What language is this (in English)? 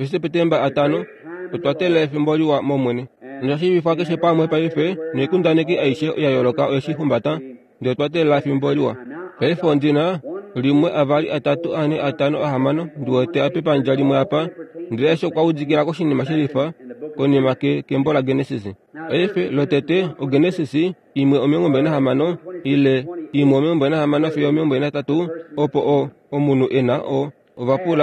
Kuanyama